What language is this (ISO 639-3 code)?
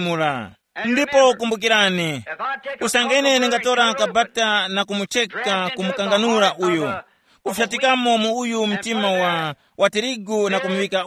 tum